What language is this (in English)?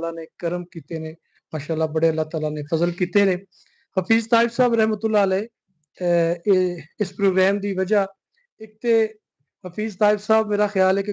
Western Panjabi